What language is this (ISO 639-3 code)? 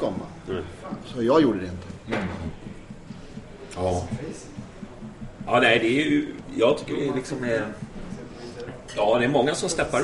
swe